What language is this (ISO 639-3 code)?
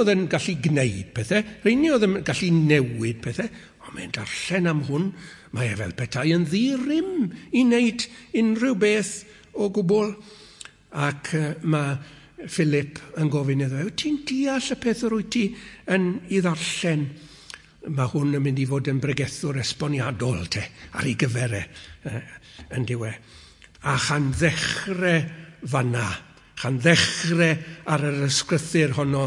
cym